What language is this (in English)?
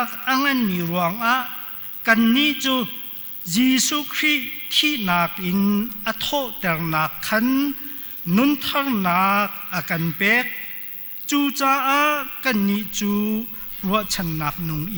Hakha Chin